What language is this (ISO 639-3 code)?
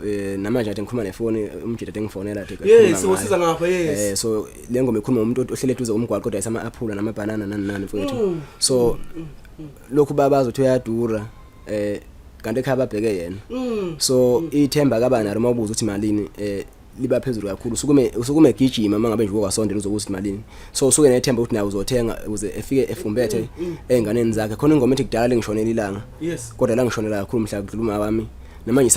zul